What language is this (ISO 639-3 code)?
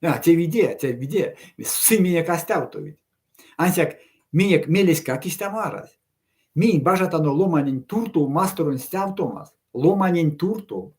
myv